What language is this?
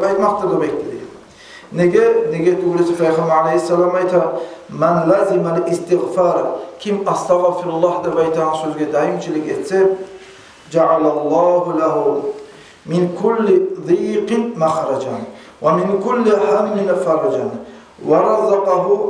Kumyk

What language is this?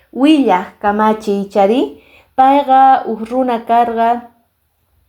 Quechua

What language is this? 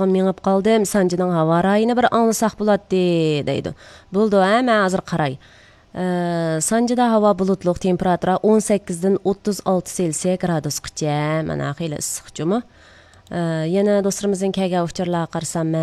Uyghur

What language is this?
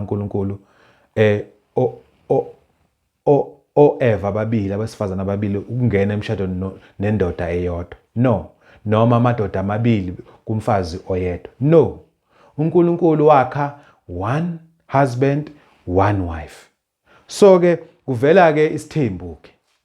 Zulu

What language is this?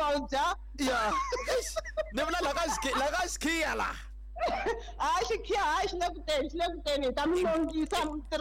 Tsonga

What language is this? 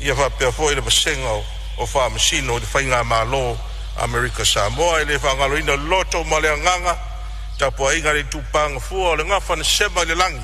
Samoan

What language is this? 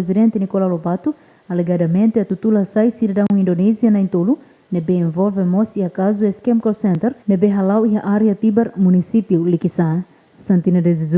Tetum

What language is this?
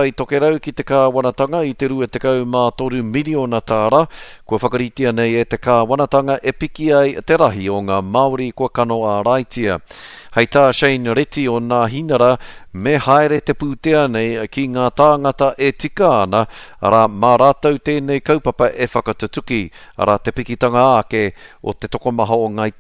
Māori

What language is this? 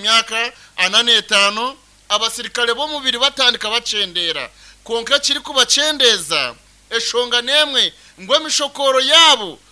Nyankole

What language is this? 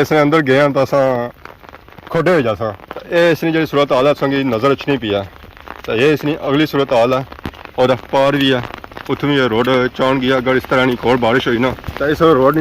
Pahari-Potwari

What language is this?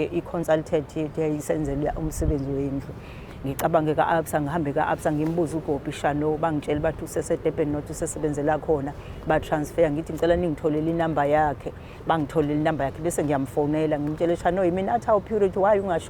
Zulu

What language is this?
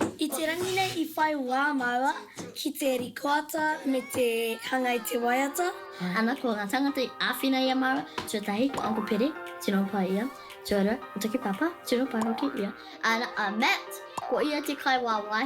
Māori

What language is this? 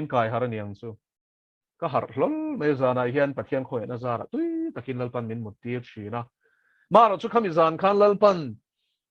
Mizo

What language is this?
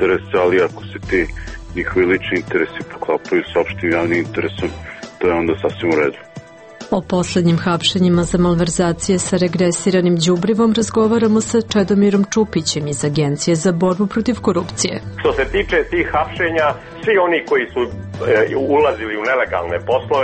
Serbian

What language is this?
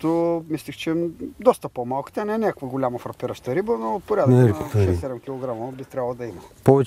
Bulgarian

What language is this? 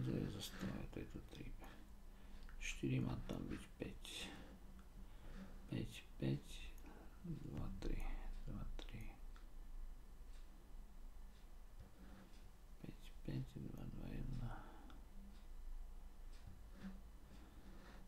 Slovak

